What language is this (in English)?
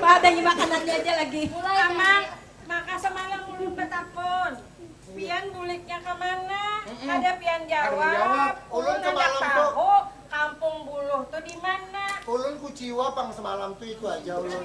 Banjar